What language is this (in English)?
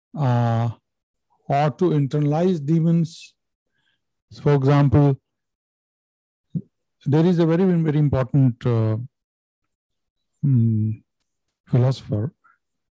English